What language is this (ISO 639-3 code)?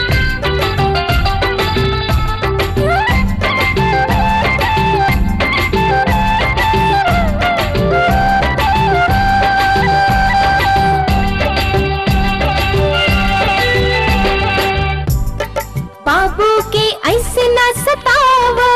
bho